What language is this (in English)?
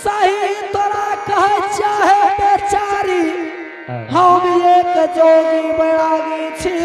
Angika